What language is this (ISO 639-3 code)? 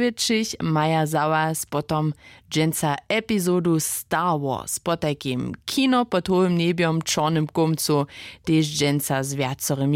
hsb